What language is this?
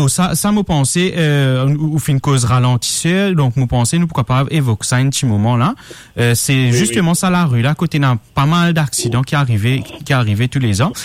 Morisyen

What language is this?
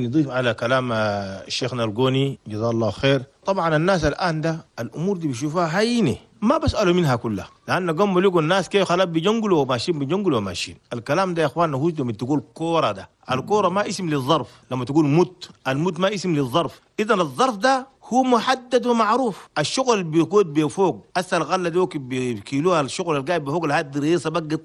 Chadian Arabic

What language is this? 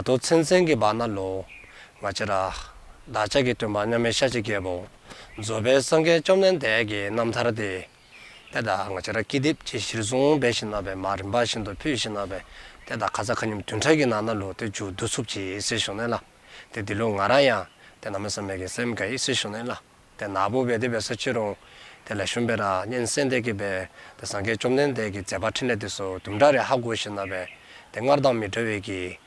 Dzongkha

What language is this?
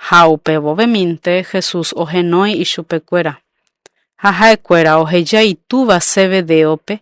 Guarani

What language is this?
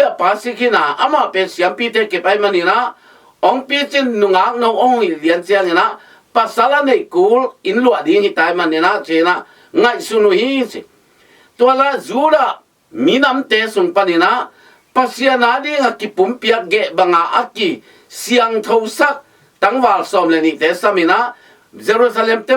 Tedim Chin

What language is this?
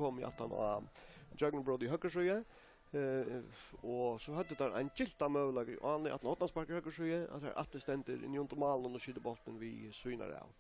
Faroese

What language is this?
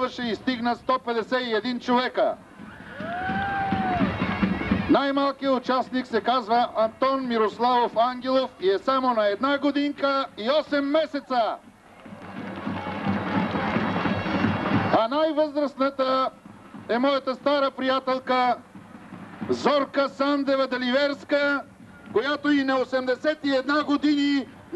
Bulgarian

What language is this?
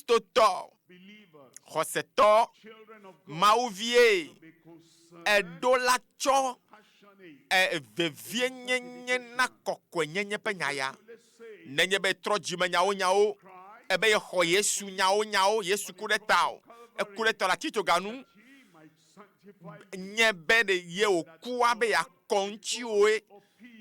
Ewe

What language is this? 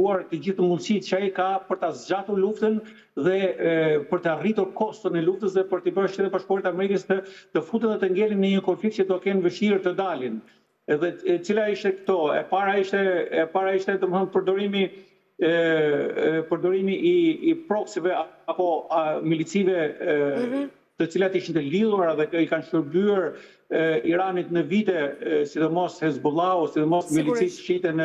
Albanian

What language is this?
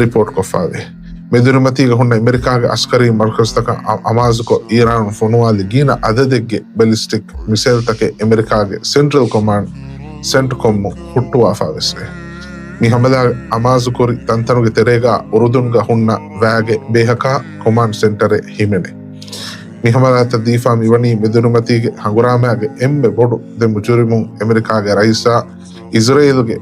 Divehi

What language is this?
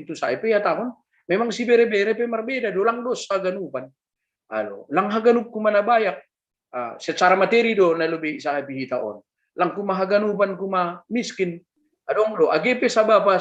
Batak Simalungun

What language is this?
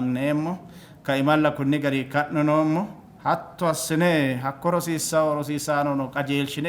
Sidamo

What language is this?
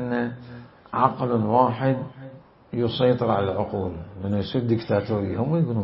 Mesopotamian Arabic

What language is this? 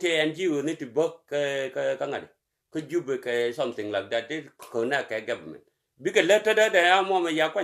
Nuer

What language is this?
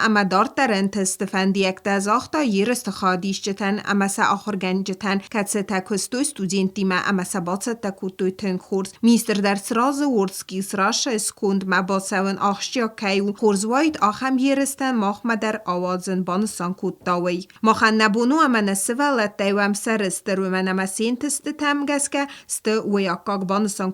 Ossetic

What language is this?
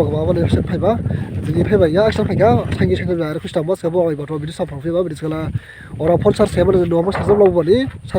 Dimasa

